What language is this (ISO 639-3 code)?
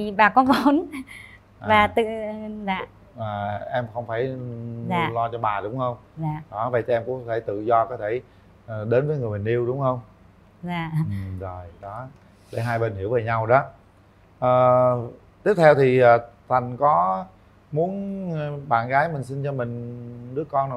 vie